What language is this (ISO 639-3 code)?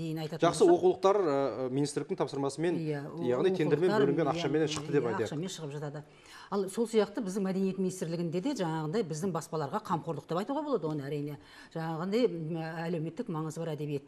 kaz